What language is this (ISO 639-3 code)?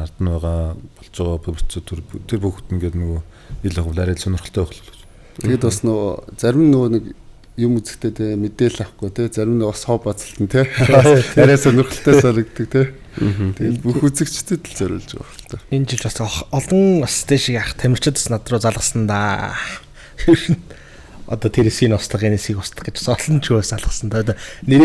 mon